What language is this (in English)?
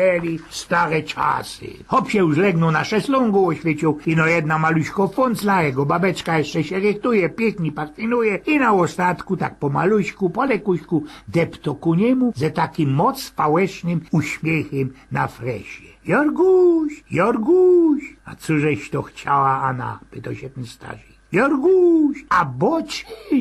Silesian